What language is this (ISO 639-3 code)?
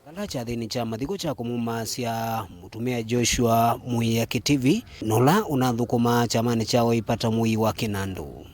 kam